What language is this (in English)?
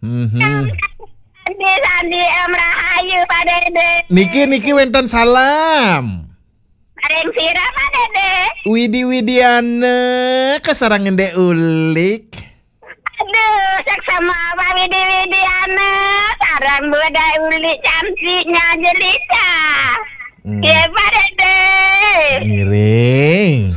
Balinese